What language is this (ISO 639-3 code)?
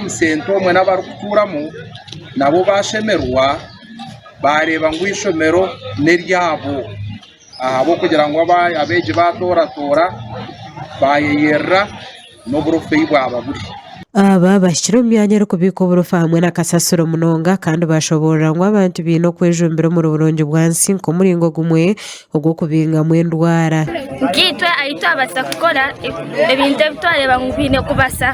nyn